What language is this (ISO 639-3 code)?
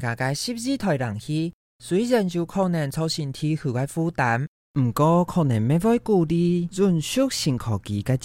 hak